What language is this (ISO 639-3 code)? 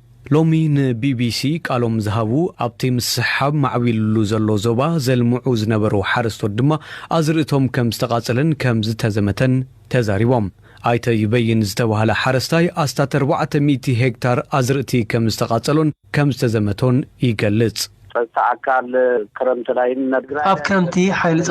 tir